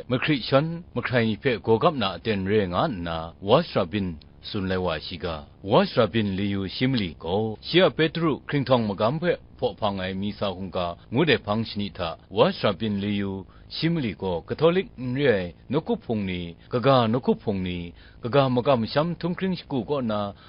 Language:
Kachin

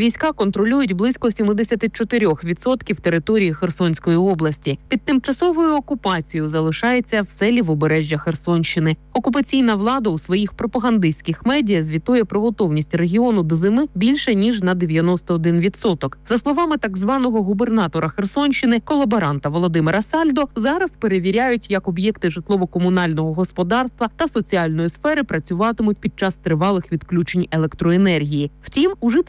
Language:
Ukrainian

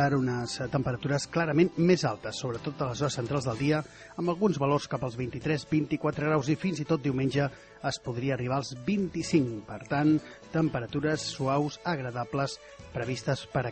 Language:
Catalan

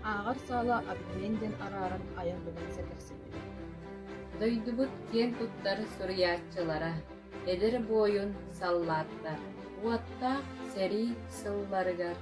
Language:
Yakut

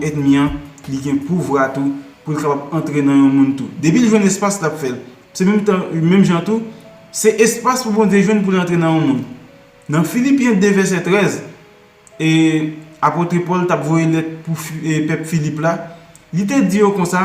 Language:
Haitian Creole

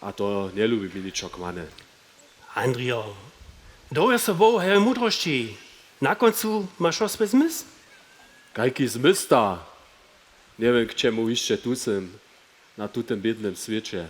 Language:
Upper Sorbian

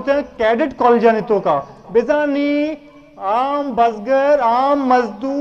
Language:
Eastern Balochi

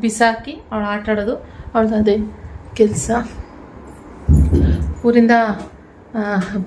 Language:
Kannada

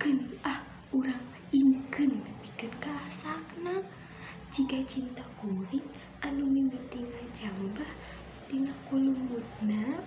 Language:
Sundanese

